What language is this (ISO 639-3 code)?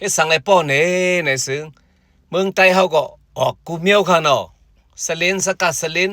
shn